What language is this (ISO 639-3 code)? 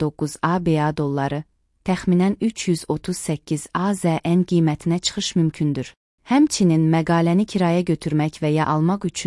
aze